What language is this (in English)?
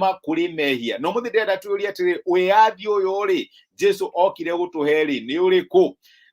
Kikuyu